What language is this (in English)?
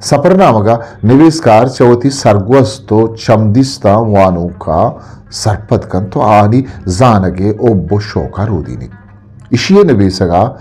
Eastern Balochi